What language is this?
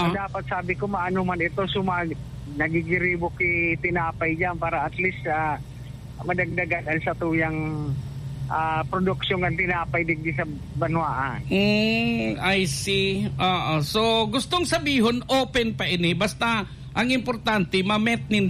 Bikol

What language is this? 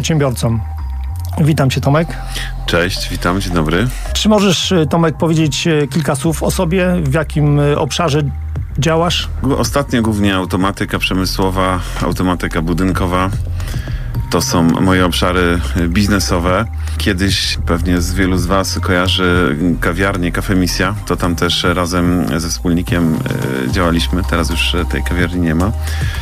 Polish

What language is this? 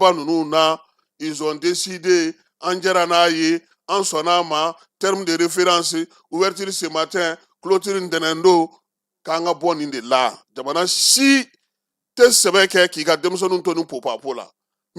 Bambara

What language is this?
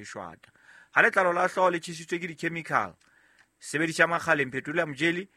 Southern Sotho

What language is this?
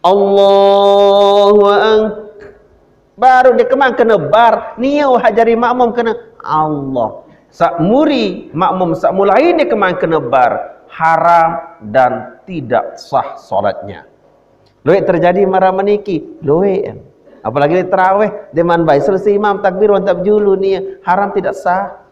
Sasak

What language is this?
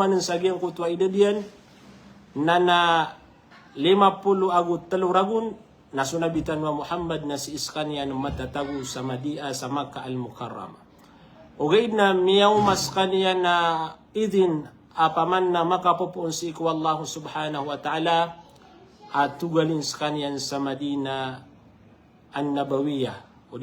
Maranao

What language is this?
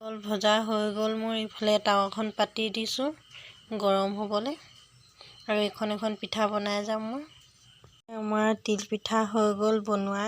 Assamese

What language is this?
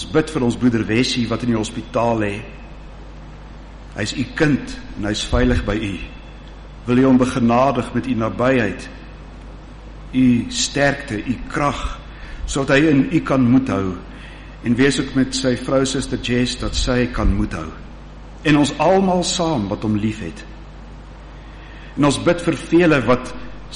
Afrikaans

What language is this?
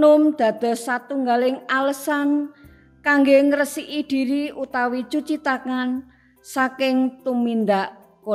Javanese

